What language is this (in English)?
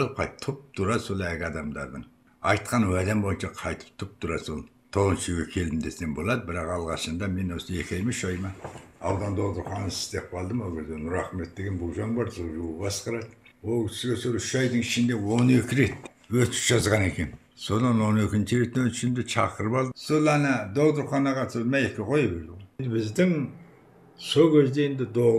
Kazakh